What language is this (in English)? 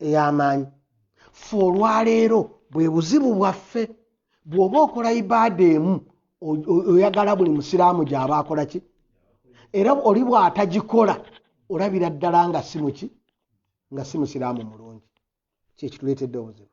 Ganda